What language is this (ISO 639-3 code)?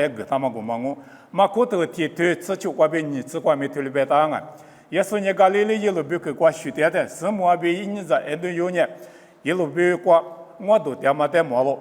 lis